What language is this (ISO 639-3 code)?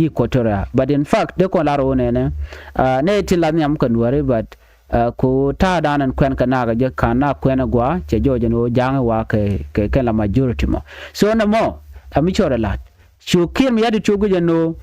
nus